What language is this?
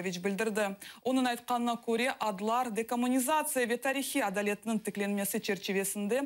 Crimean Tatar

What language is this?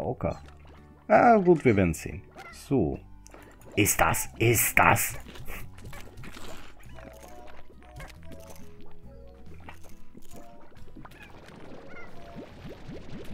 German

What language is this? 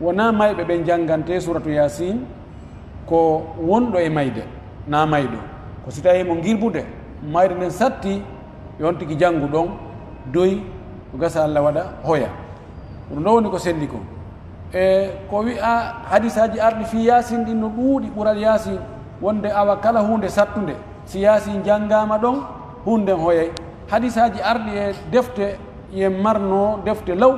Pular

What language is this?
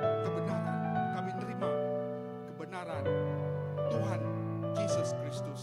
Iban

